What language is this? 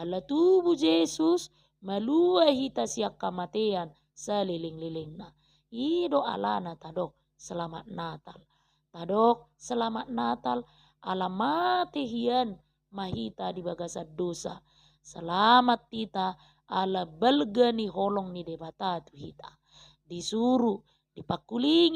Batak Toba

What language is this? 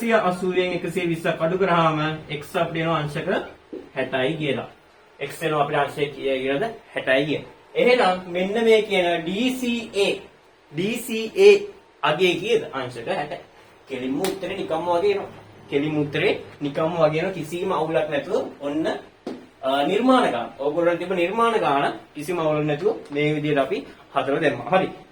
Sinhala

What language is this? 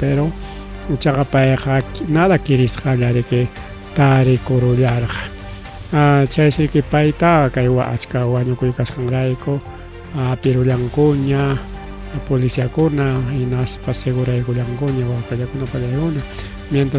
Ayacucho Quechua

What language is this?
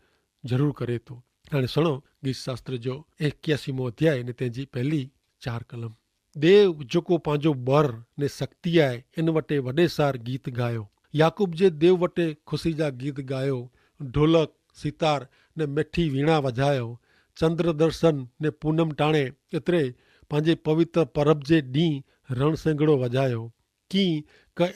Kachhi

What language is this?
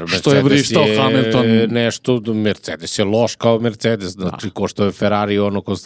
Serbian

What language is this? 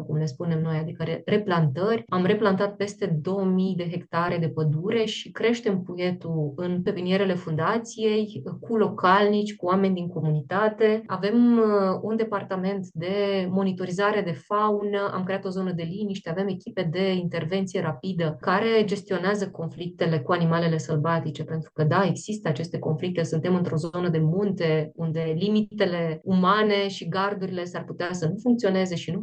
Romanian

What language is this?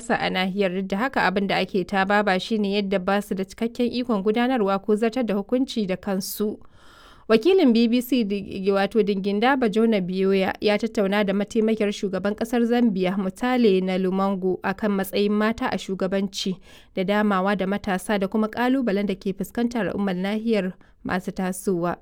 Hausa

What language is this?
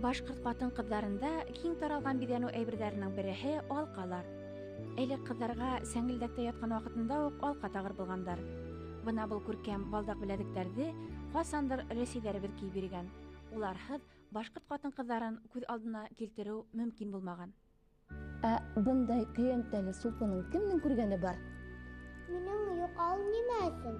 Bashkir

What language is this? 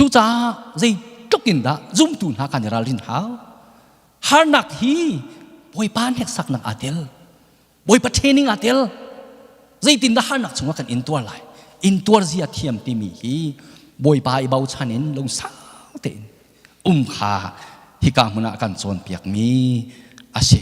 Hakha Chin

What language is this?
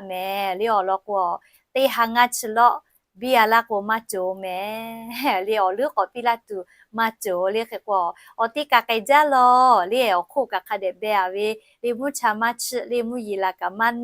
Lahu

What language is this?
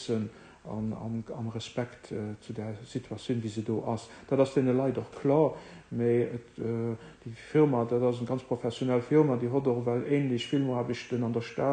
Luxembourgish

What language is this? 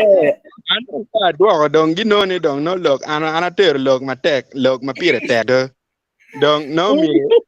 Acoli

